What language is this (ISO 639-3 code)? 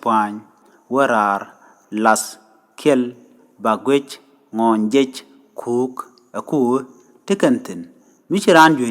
nus